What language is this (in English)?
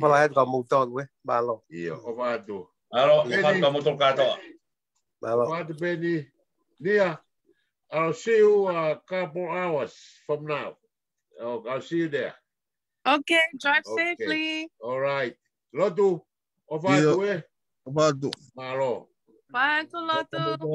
Tongan